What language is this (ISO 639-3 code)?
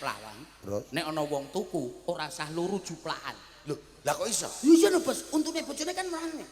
jav